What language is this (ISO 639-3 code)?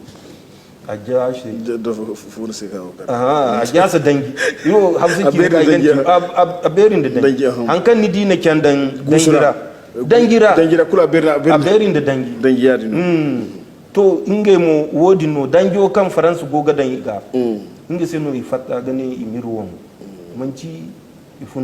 dje